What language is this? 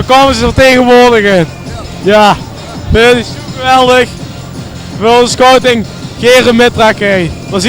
Limburgish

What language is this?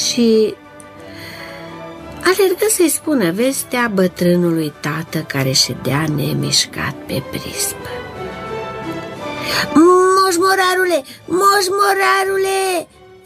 Romanian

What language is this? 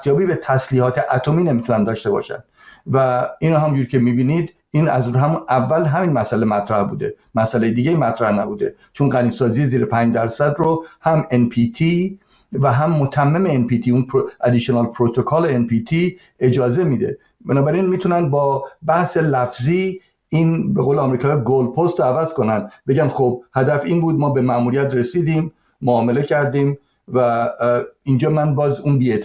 Persian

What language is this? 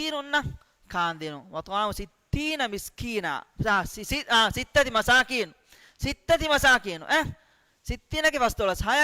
Divehi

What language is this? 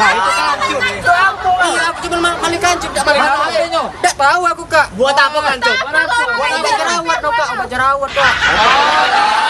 Musi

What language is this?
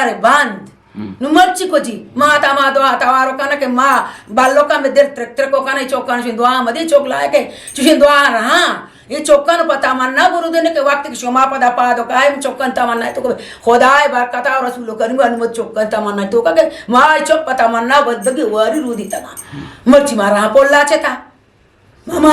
Eastern Balochi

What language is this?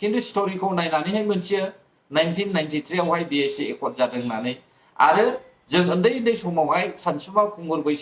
Bodo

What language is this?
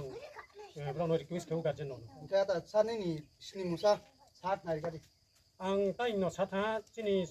Riang (India)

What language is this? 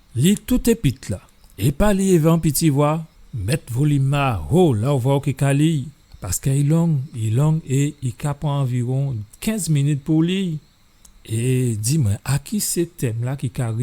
Guadeloupean Creole French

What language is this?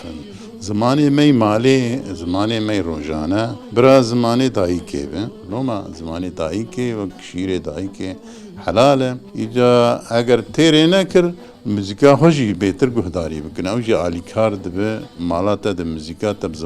Kurdish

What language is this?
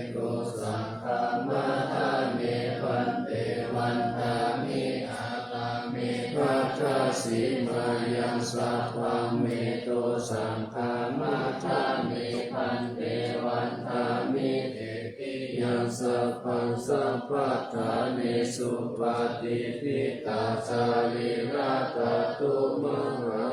Pali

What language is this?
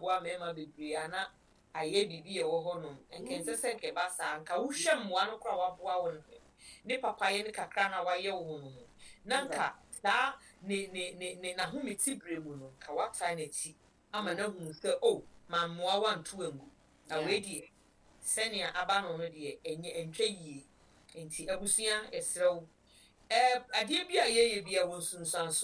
Akan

